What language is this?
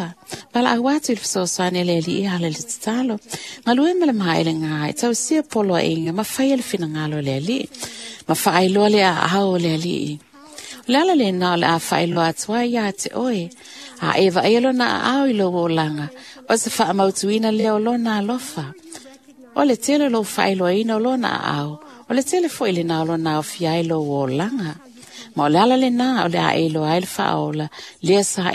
Samoan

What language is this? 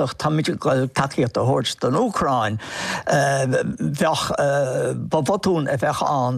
Irish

